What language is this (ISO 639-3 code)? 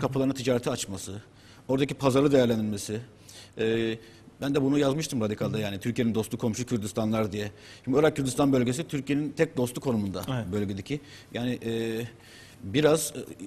tur